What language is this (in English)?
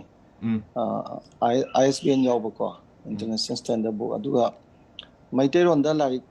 Manipuri